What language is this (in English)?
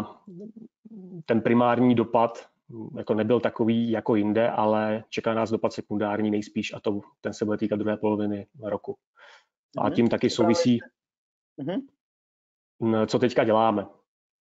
Czech